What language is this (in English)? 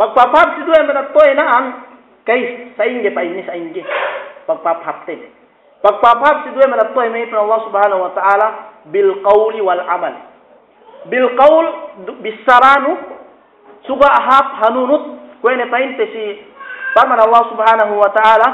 Yakan